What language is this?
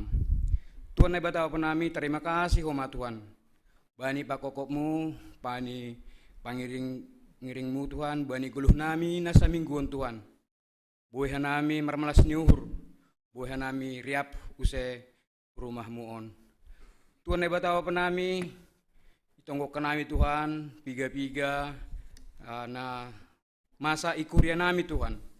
Batak Simalungun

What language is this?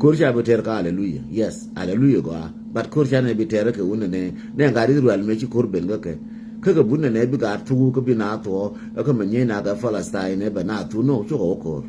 Nuer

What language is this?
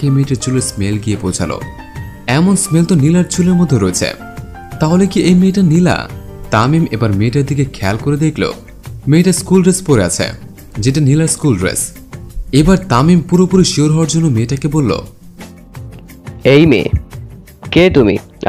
Bangla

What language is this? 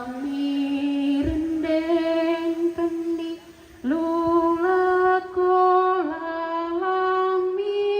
Toraja-Sa'dan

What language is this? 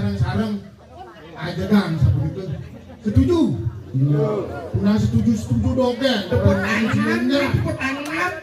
Balinese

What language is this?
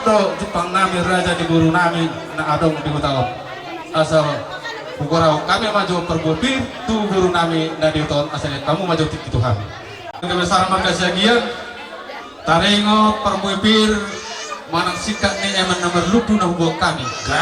Batak Toba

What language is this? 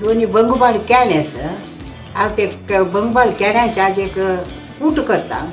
Konkani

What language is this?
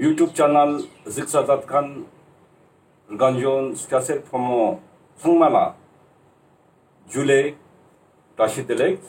Ladakhi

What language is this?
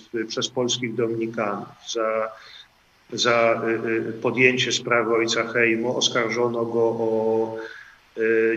Polish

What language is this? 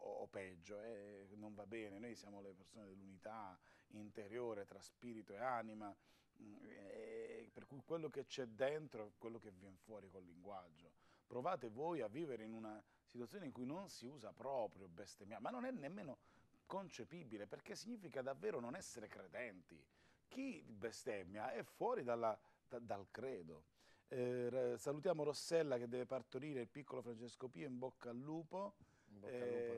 Italian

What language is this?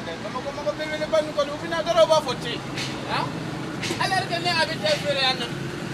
Bambara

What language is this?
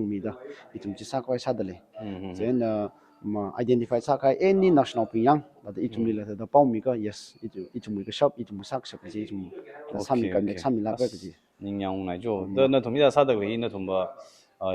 Tangkhul Naga (India)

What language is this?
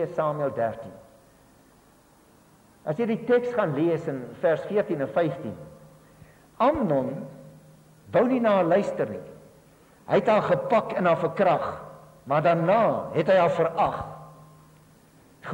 Afrikaans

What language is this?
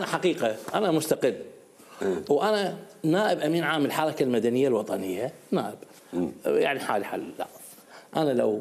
Mesopotamian Arabic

